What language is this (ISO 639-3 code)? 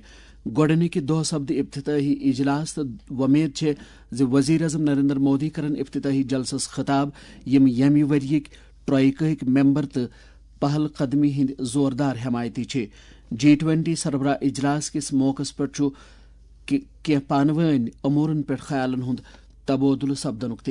kas